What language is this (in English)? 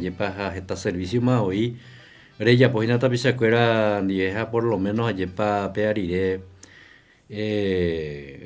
Guarani